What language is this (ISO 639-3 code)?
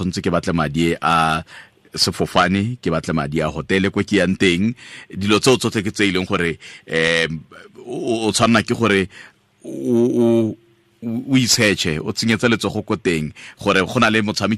tsn